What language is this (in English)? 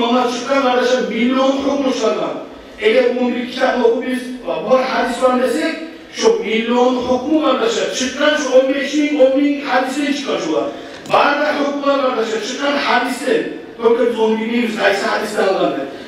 Kumyk